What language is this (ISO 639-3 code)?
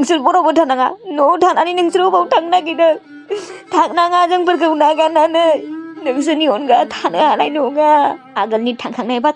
brx